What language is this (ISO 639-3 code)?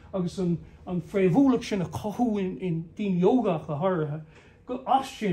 gle